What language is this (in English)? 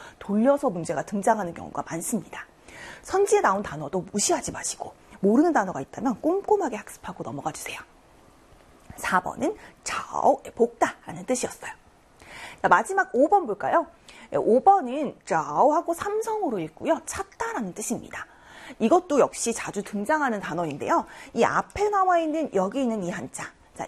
Korean